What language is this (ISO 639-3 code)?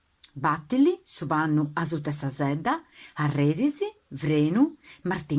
srd